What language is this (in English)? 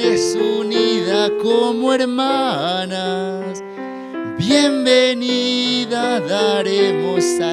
South Bolivian Quechua